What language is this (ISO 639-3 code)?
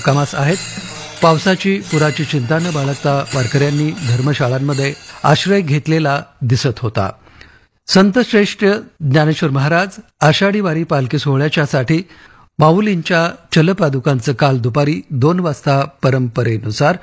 mar